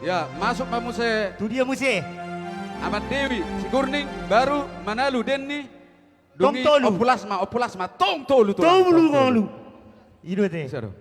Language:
Batak Toba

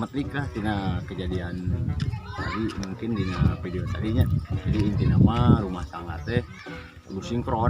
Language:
Sundanese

